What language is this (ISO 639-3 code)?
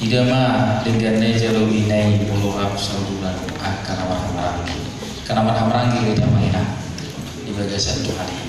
bbc